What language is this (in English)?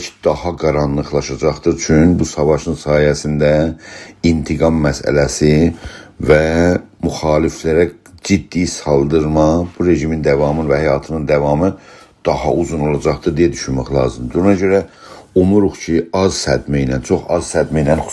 South Azerbaijani